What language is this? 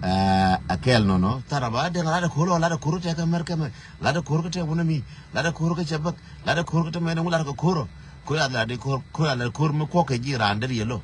Nuer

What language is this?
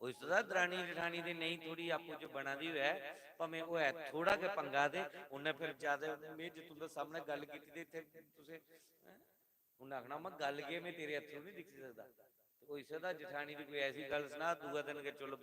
Dogri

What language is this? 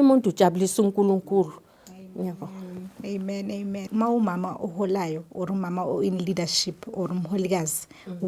Zulu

